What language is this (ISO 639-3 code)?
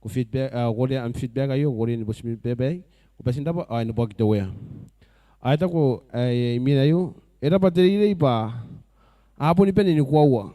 gil